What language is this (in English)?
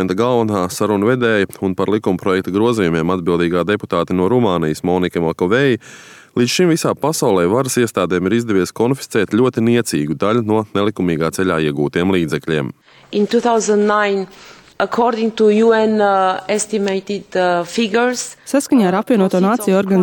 Latvian